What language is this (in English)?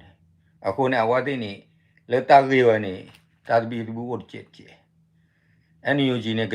S'gaw Karen